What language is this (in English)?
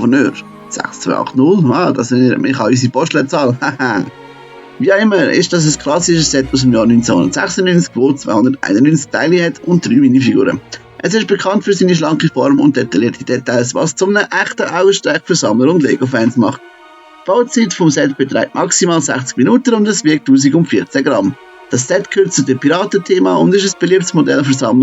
Swiss German